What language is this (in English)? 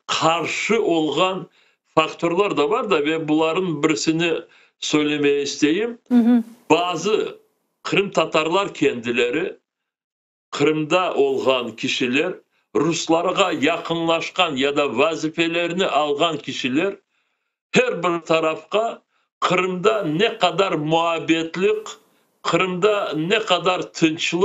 Crimean Tatar